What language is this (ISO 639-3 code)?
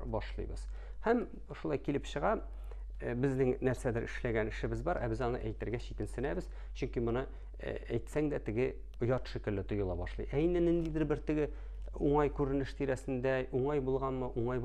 tat